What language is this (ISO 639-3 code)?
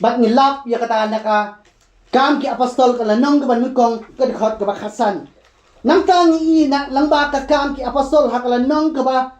kha